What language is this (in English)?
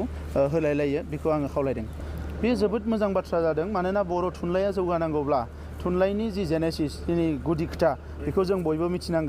Bodo